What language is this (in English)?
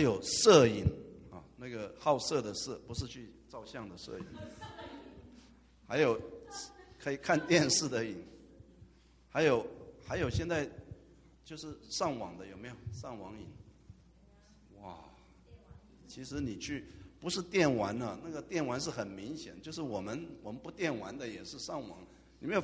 Chinese